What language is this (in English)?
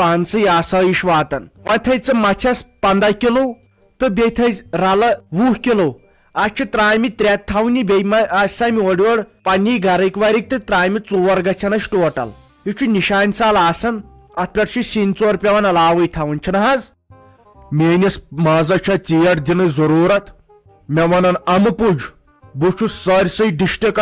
Kashmiri